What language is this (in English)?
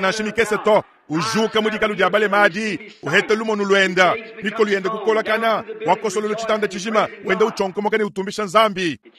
Luba-Lulua